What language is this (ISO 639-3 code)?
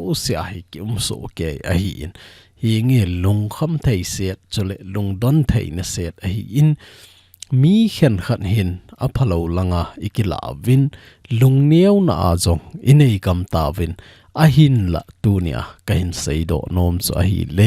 tcz